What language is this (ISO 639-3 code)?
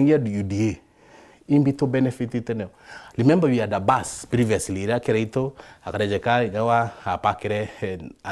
mer